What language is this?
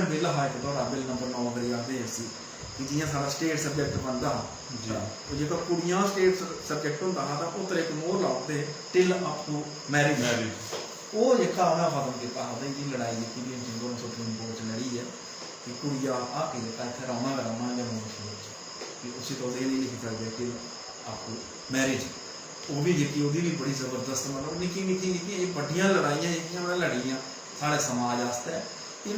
Dogri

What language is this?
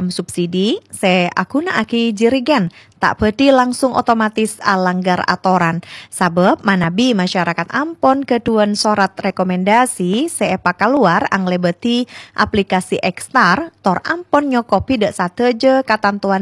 Madurese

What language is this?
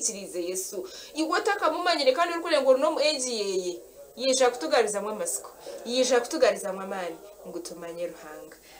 Nyankole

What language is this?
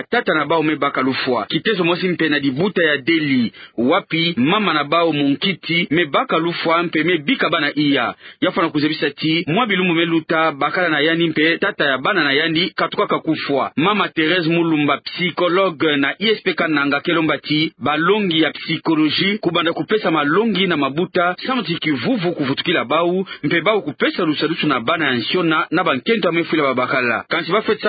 Kituba (Democratic Republic of Congo)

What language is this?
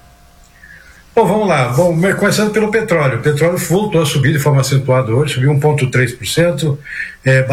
Portuguese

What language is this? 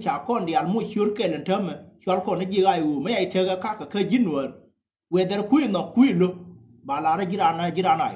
Nuer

